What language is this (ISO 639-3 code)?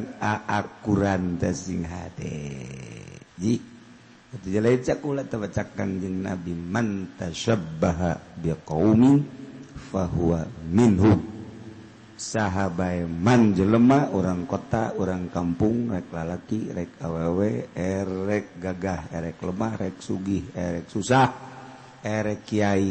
sun